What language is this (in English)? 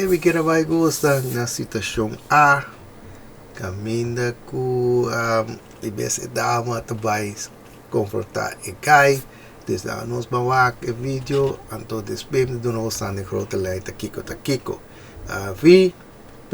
Papiamento